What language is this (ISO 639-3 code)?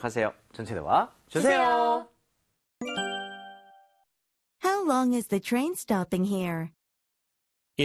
kor